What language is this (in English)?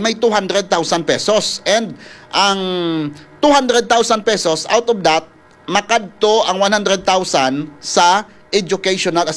Hiligaynon